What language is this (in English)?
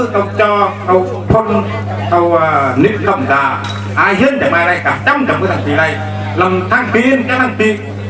Vietnamese